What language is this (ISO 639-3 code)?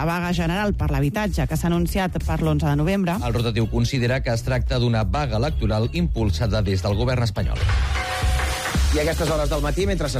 cat